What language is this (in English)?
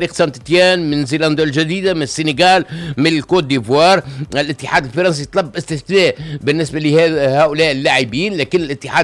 Tunisian Arabic